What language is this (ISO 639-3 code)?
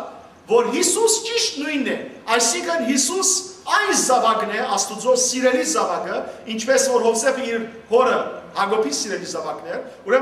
hyw